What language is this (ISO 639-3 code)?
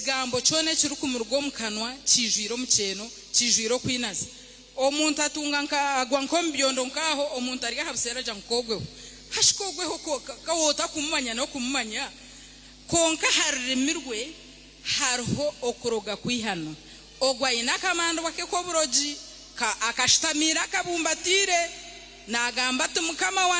nyn